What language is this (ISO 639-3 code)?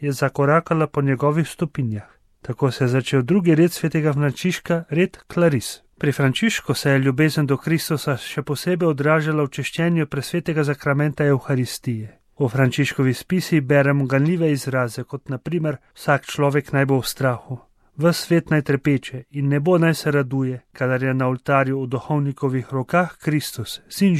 slv